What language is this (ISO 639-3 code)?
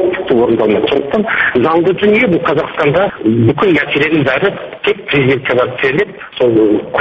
kaz